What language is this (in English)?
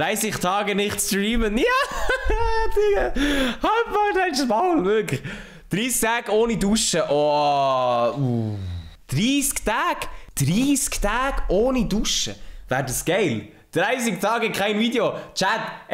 Swiss German